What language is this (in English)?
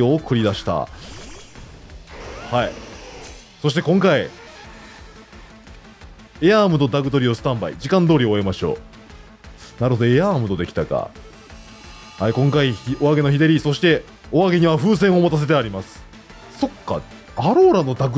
Japanese